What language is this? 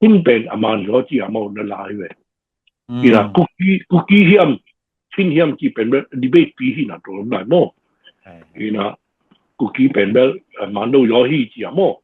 Tedim Chin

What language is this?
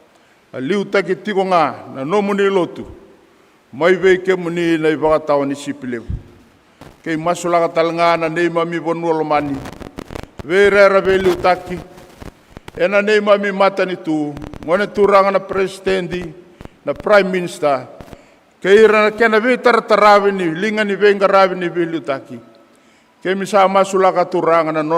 Fijian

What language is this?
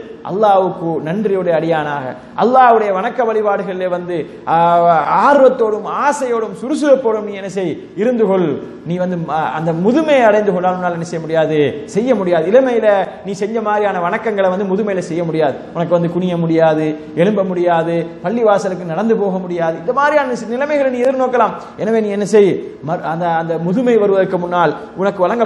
Tamil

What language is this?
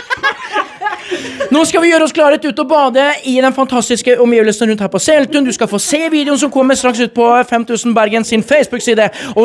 Norwegian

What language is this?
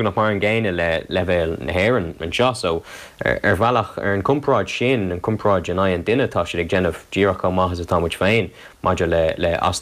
Irish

